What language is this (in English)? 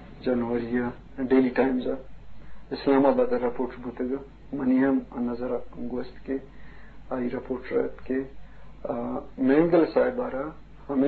Eastern Balochi